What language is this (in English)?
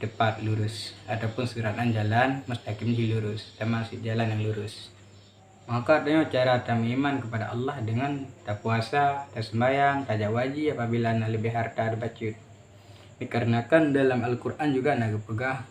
Achinese